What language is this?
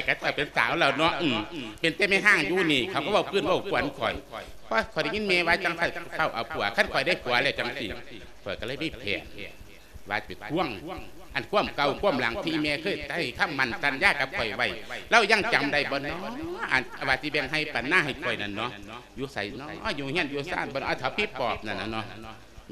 Lao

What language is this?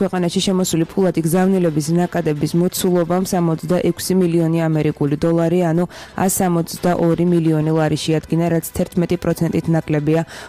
Georgian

